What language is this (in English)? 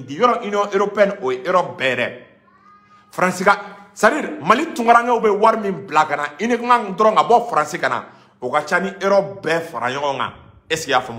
Bambara